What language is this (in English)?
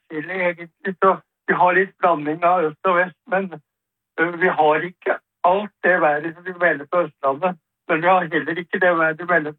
Norwegian